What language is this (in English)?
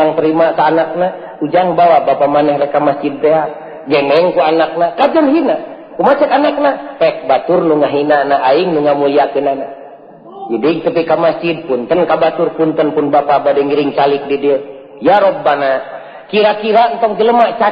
Sundanese